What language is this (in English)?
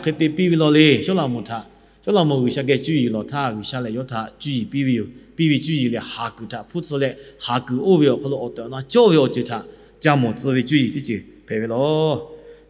Lahu